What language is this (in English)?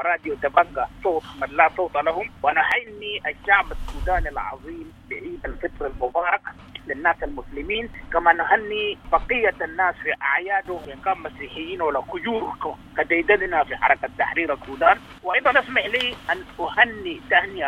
Sudanese Arabic